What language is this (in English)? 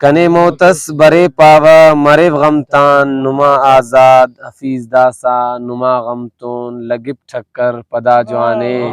Brahui